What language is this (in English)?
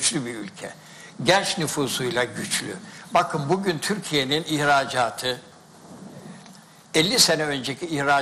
Turkish